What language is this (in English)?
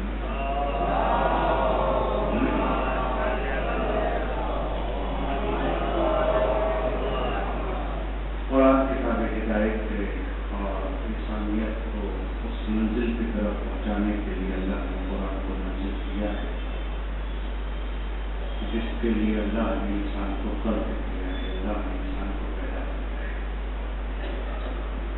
Urdu